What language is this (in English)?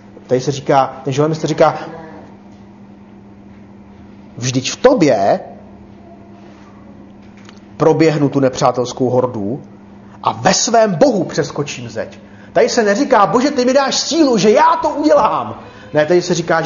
Czech